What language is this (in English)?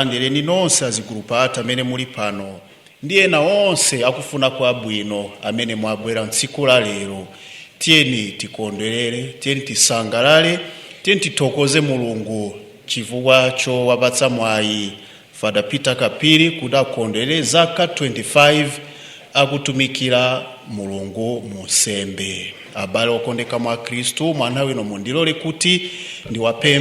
Nyanja